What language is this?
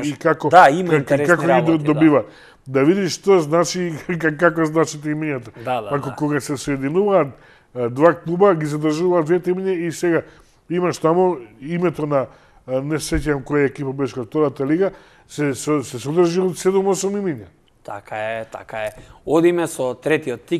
Macedonian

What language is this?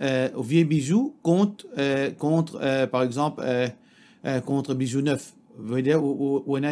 Morisyen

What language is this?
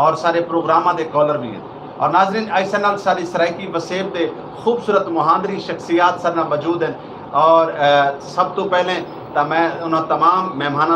Saraiki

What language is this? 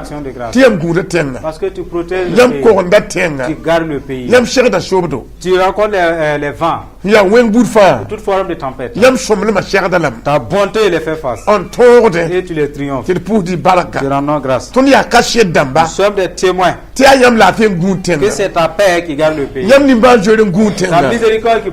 Mossi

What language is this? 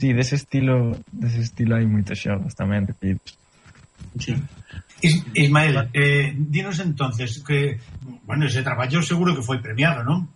Galician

